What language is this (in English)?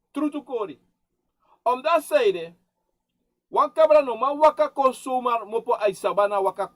Sranan Tongo